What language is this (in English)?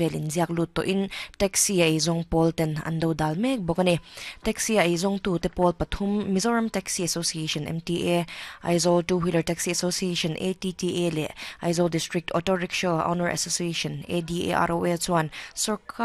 Mizo